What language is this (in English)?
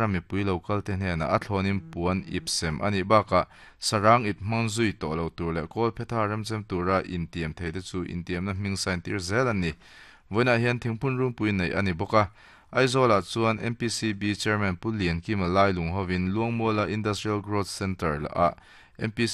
Mizo